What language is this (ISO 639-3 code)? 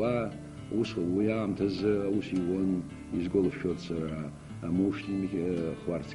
abk